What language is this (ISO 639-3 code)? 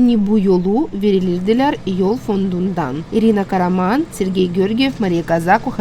gag